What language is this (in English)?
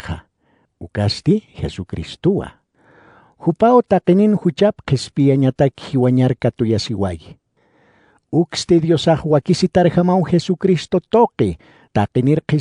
Aymara